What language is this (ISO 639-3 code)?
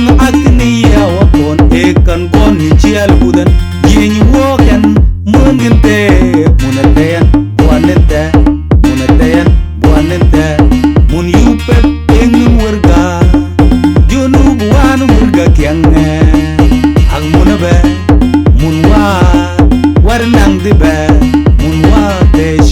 mfz